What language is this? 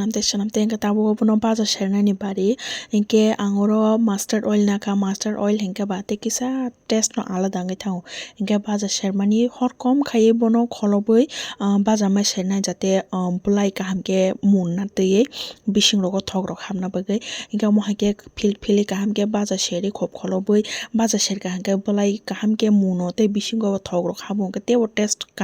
Kok Borok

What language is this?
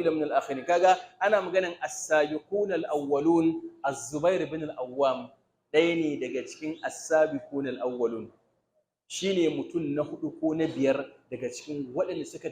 Hausa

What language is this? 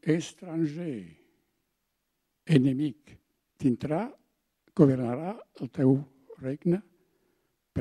Catalan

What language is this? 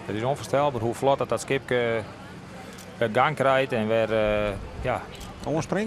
Western Frisian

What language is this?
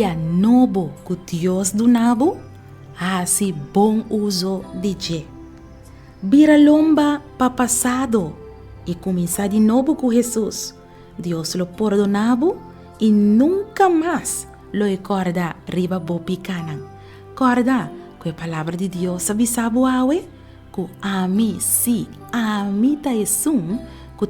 Papiamento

